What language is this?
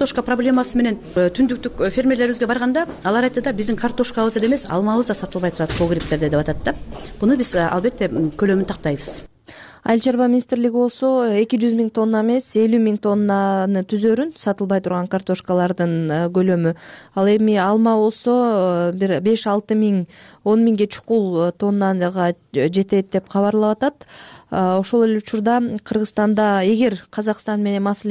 Kyrgyz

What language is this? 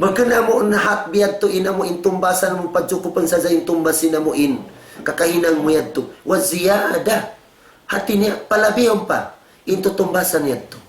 Tausug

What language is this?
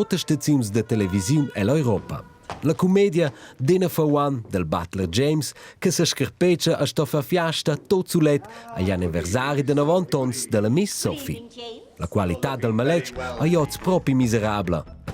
Romansh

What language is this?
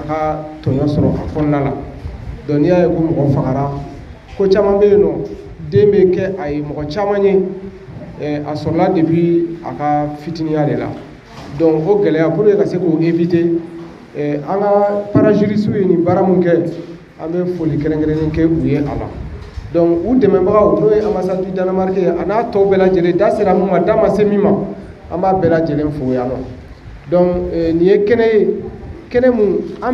Bambara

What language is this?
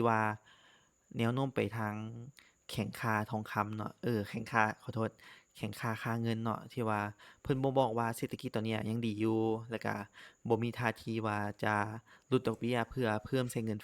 Lao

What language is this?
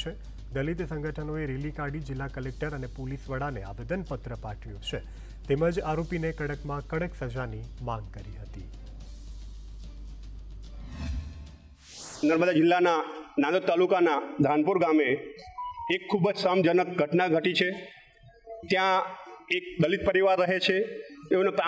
Gujarati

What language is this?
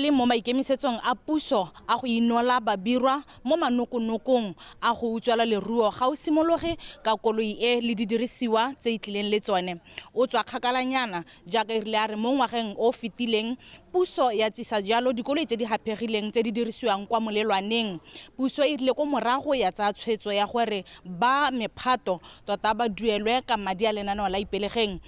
Tswana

